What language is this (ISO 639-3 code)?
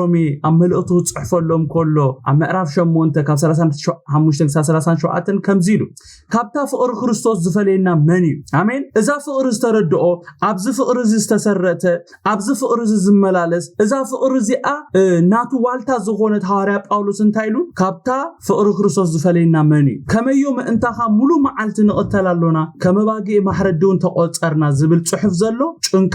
tir